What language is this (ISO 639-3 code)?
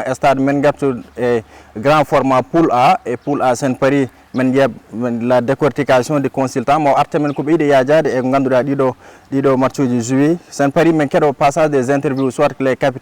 ful